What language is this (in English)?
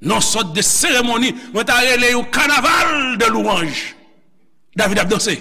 Haitian Creole